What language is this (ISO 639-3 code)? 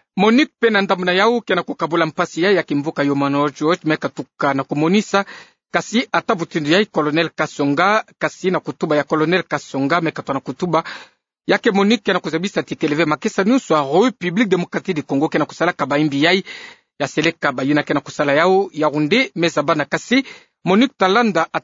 ktu